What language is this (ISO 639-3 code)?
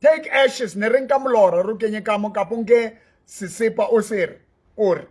sot